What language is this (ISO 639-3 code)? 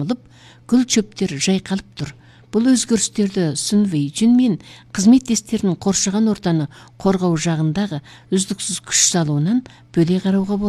kaz